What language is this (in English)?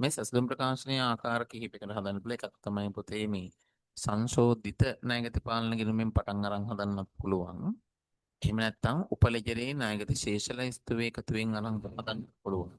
Sinhala